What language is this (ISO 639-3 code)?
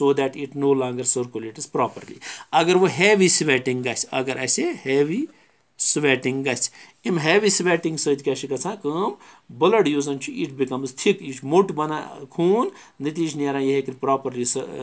kas